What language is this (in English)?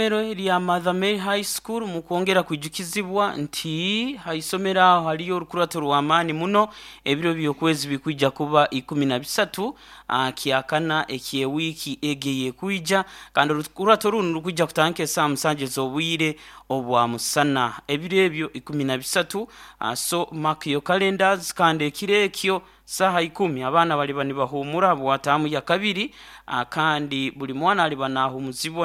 Nyoro